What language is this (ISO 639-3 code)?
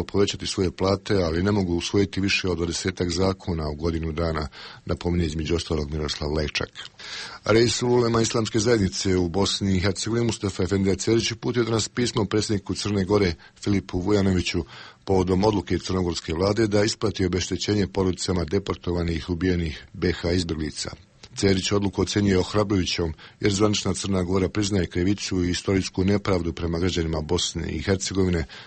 bos